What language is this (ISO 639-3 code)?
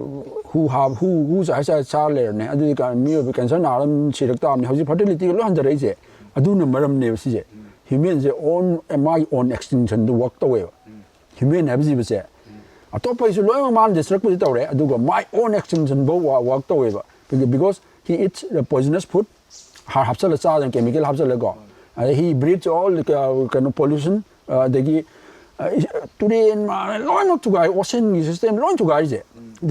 mni